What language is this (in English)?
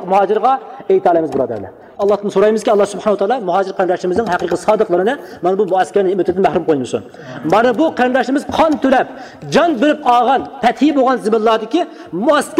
Uyghur